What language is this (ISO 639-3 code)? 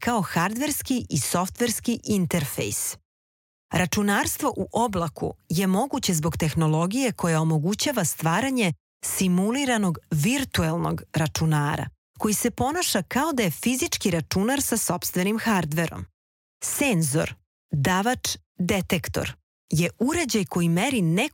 srp